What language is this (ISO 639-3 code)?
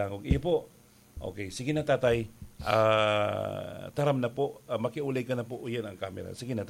bik